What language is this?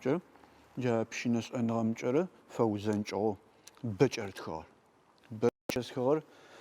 Adyghe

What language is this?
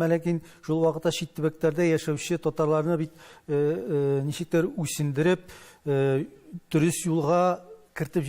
Tatar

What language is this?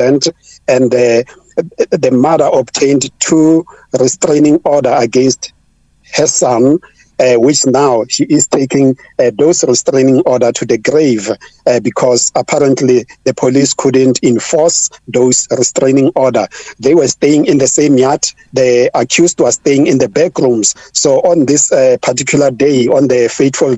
English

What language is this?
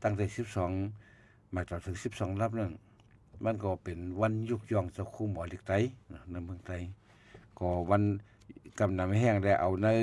Shan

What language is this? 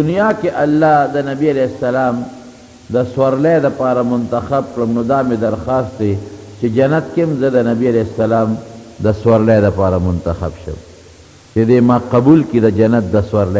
Pashto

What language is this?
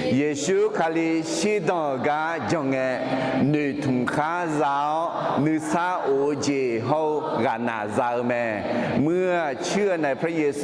Akha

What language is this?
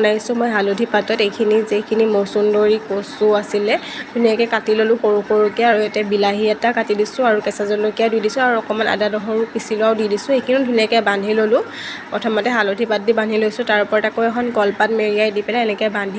Assamese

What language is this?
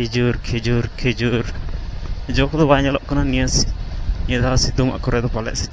Santali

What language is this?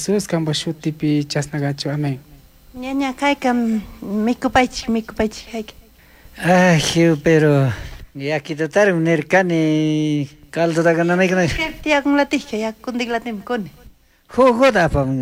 Chimborazo Highland Quichua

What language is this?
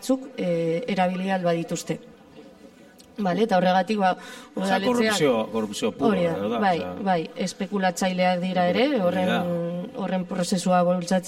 Basque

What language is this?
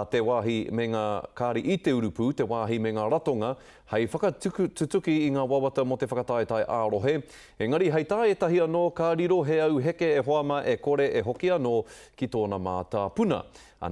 Māori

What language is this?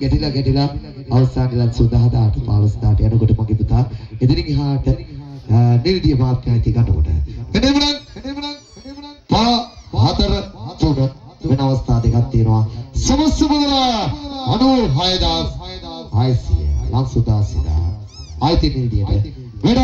Sinhala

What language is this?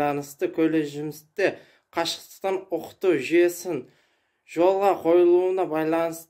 Kazakh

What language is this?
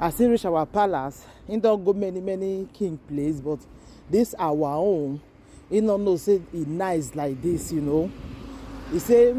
Nigerian Pidgin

